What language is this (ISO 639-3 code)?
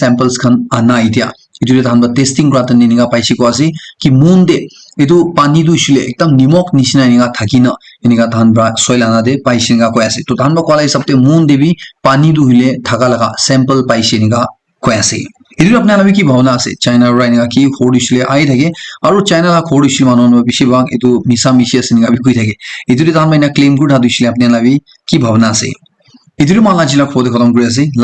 nag